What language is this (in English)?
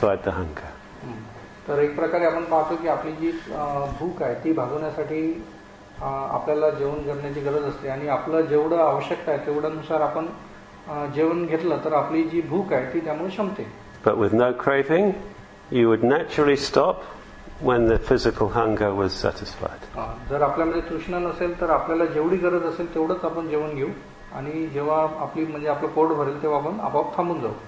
Marathi